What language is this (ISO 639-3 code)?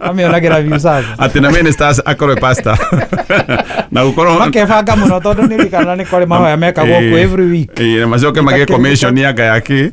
kik